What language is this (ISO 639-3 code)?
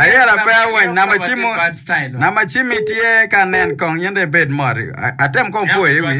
ach